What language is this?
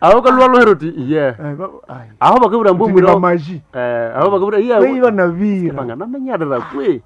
Nande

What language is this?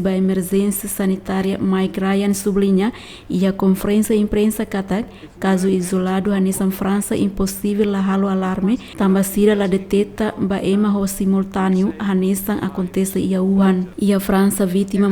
Tetum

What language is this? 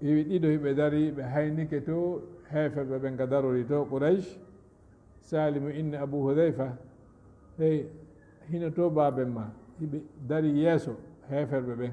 Fula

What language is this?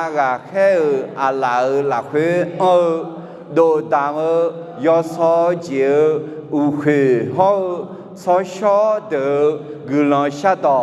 Akha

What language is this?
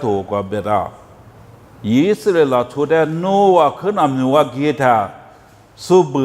Lisu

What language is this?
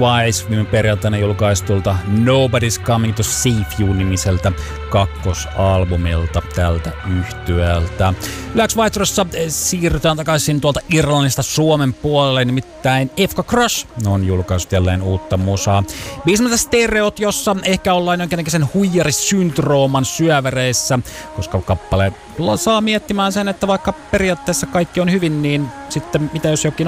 Finnish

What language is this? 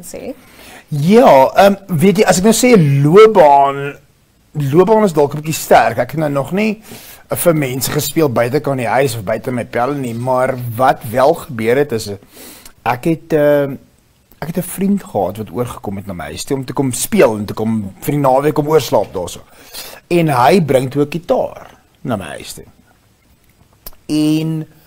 Afrikaans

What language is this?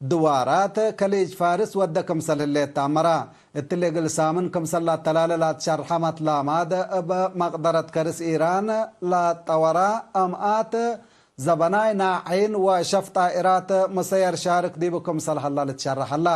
Tigre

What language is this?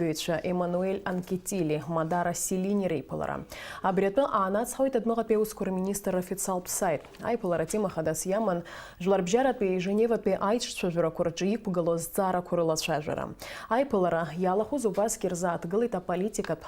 Abkhazian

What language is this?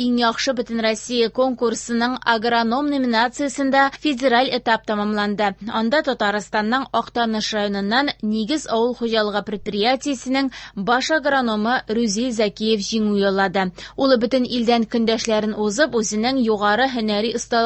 Tatar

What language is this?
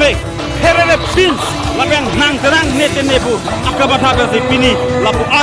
Karbi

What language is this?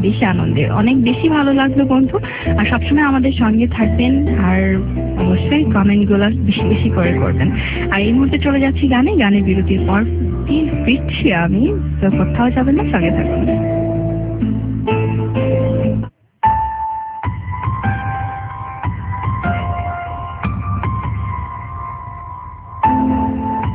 Bangla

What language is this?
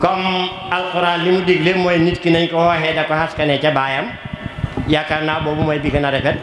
Wolof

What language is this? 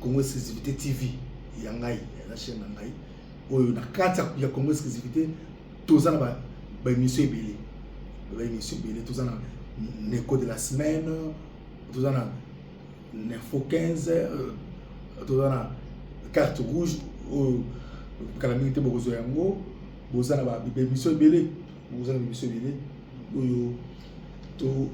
Lingala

